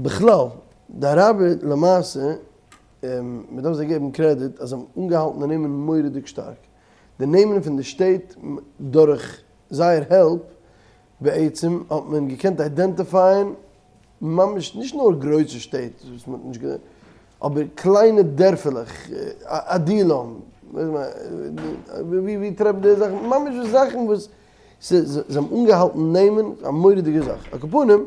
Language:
Yiddish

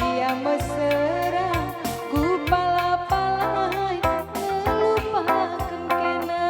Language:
Batak Karo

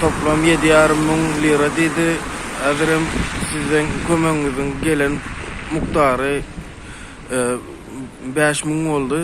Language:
Turkmen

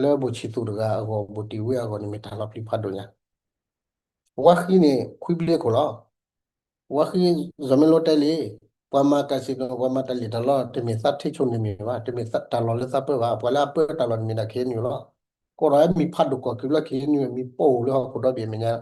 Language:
S'gaw Karen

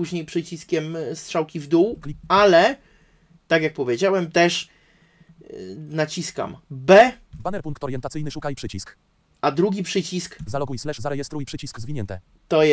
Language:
Polish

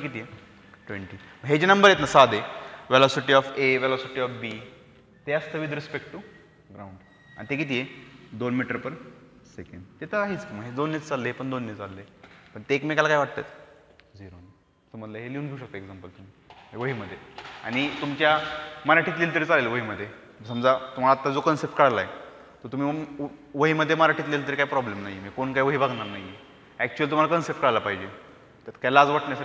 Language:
Marathi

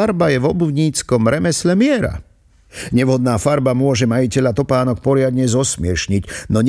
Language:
Slovak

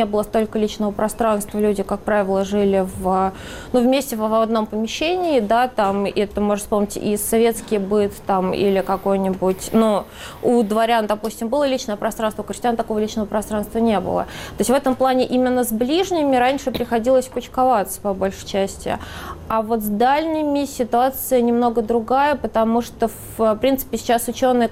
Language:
Russian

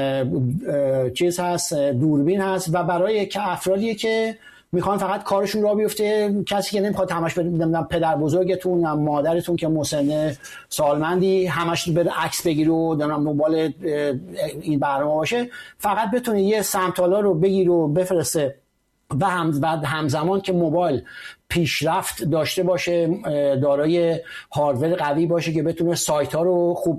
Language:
Persian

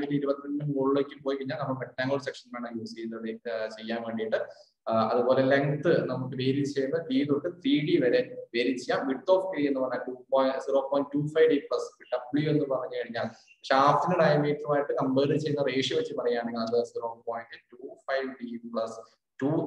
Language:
Malayalam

